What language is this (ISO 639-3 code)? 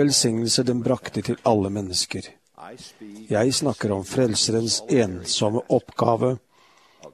nor